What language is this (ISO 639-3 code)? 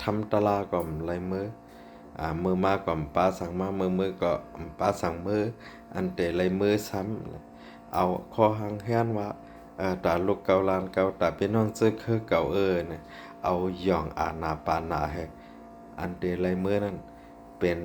shn